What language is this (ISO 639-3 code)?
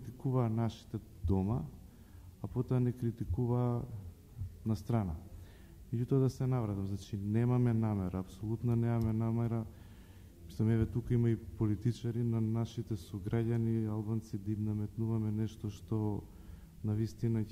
mkd